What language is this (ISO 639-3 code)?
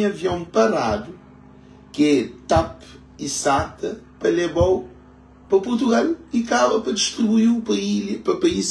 kea